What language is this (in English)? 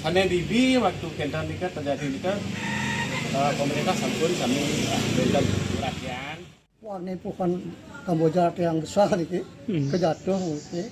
Balinese